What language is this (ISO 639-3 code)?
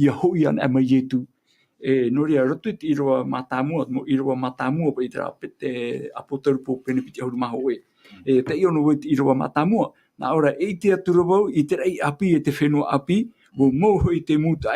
tah